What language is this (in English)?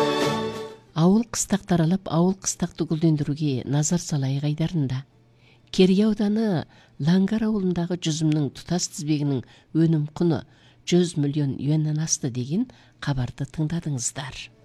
Kazakh